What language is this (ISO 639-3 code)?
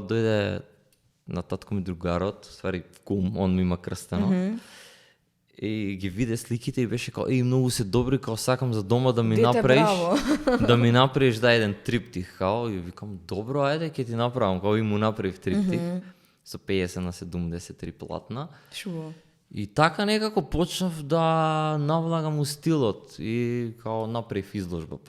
mkd